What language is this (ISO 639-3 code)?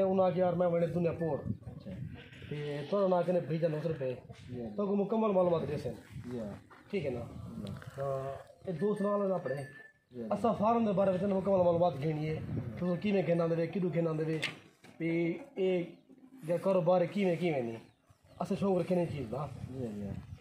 skr